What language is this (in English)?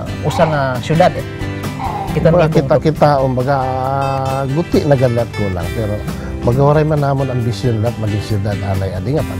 Waray